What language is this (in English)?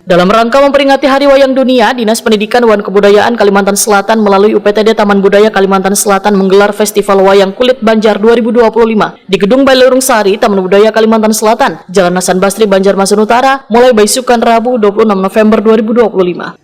Banjar